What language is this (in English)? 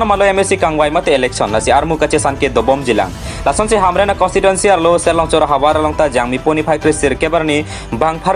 Karbi